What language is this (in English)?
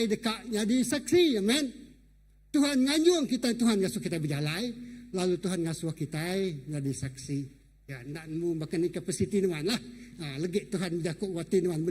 Iban